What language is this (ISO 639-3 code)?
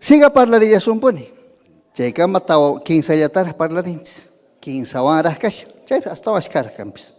quy